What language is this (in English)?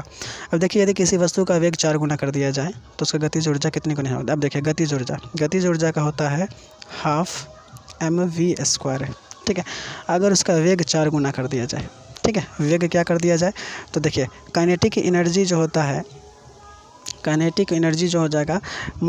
Hindi